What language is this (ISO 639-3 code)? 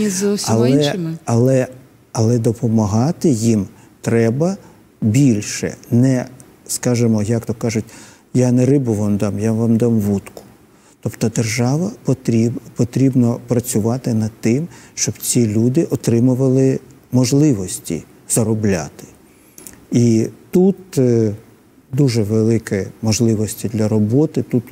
ukr